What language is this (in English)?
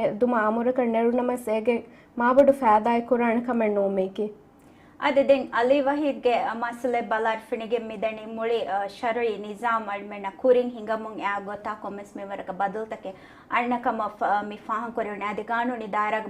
Divehi